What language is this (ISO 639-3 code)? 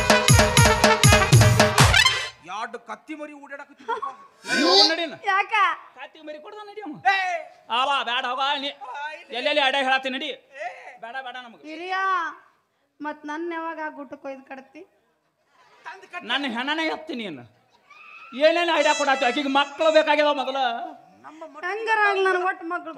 kan